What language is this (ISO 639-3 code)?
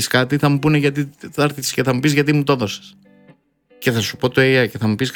ell